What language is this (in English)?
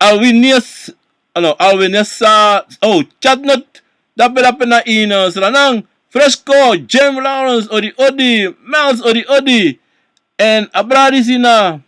Sranan Tongo